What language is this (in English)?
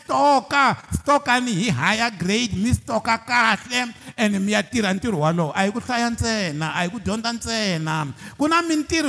Tsonga